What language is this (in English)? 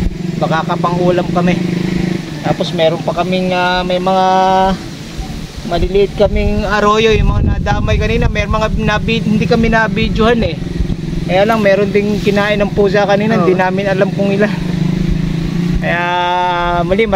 Filipino